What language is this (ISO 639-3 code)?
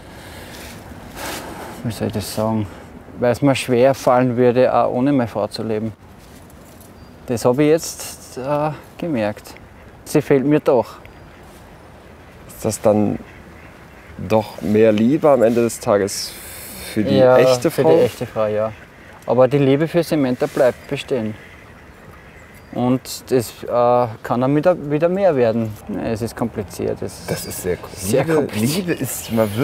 deu